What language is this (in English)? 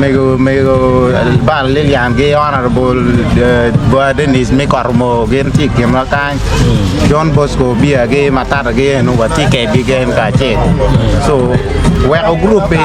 Acoli